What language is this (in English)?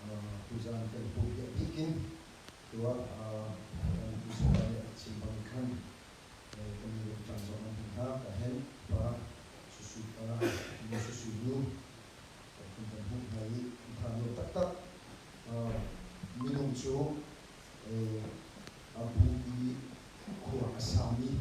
Hakha Chin